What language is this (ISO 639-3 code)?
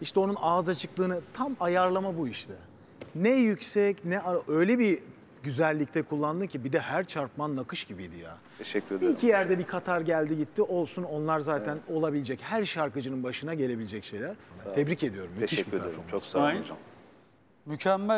tur